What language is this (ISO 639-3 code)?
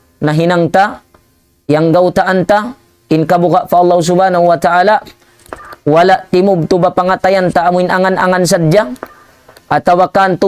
tsg